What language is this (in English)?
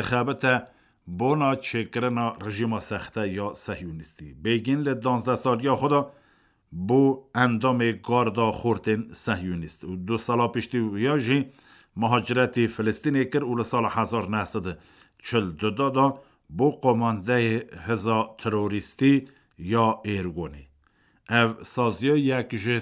Kurdish